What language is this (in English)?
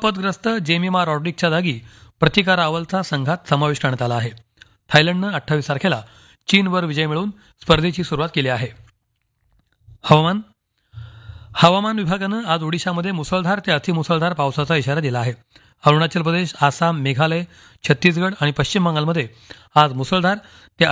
Marathi